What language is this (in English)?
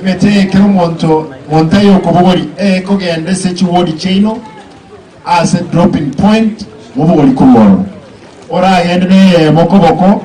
Gusii